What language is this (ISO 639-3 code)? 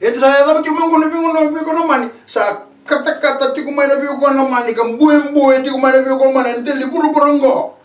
fij